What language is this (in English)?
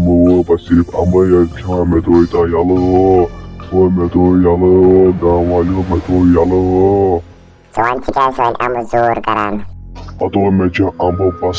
Kashmiri